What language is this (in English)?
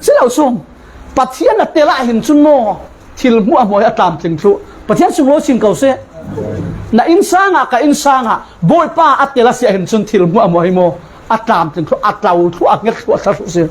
Falam Chin